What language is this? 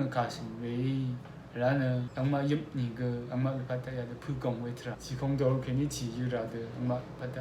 Rawang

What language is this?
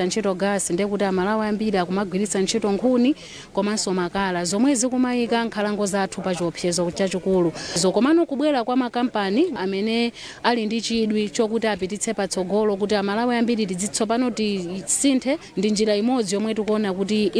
Nyanja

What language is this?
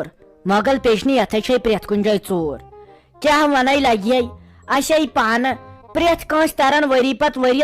Kashmiri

